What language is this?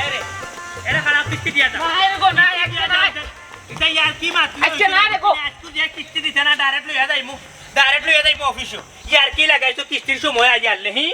Sylheti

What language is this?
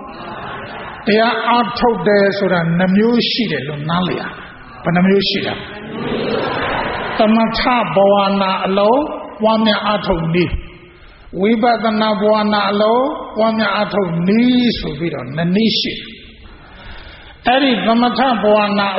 Burmese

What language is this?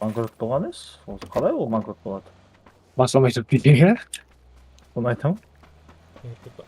Kara-Kalpak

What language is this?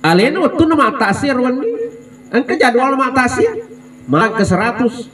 Buginese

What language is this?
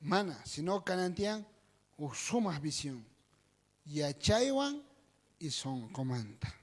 South Bolivian Quechua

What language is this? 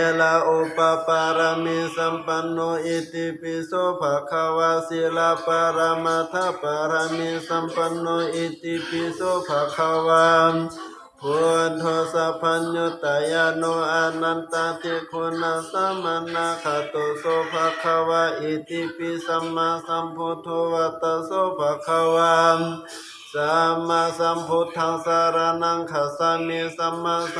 Pali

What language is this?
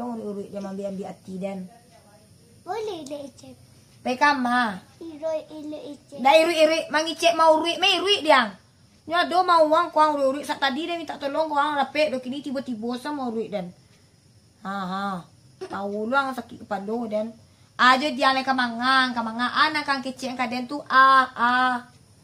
Minangkabau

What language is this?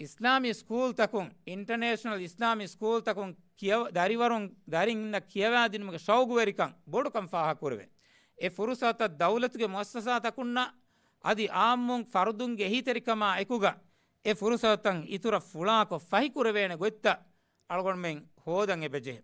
Divehi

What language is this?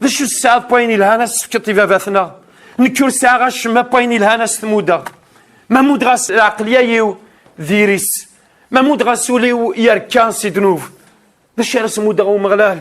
Kabyle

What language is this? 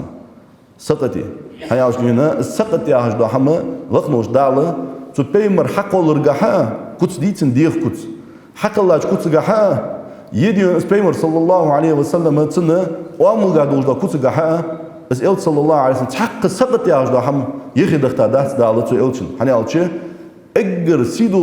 Ingush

